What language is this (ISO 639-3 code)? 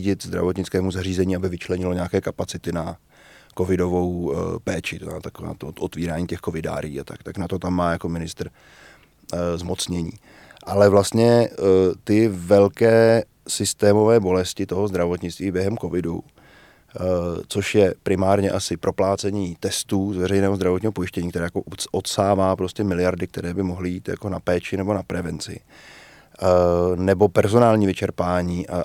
ces